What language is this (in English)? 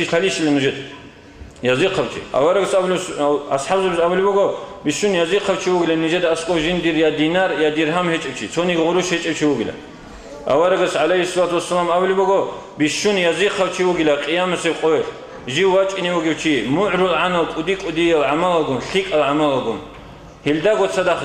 Avaric